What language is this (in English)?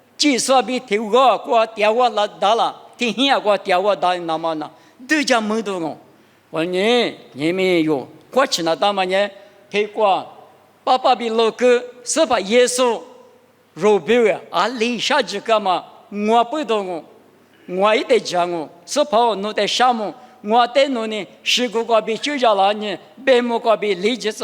Lisu